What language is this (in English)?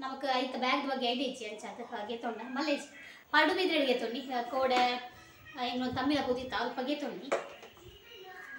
Tulu